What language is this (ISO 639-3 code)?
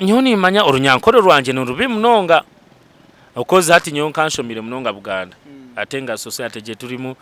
nyn